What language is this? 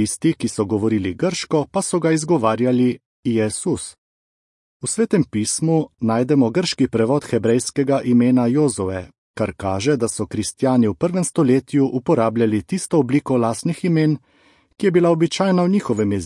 Slovenian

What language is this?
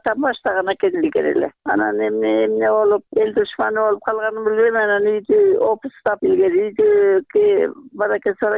Kyrgyz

